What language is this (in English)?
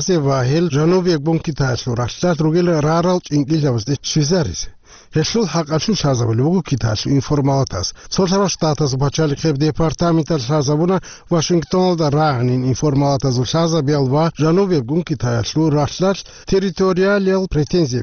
Avaric